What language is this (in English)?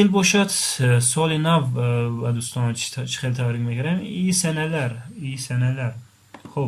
Tajik